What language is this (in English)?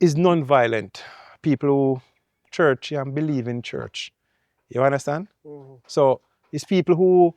Jamaican Creole English